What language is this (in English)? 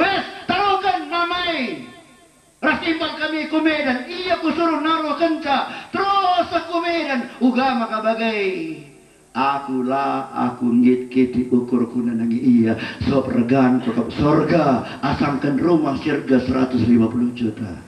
Batak Karo